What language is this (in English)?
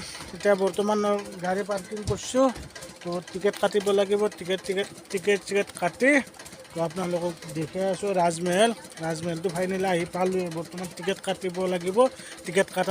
Assamese